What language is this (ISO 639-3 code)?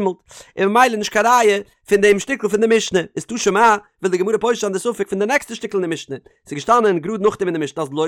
yid